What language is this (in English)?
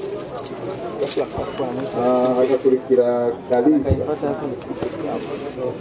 Rundi